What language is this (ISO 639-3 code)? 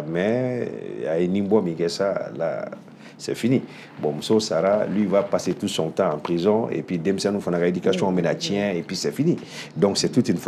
bam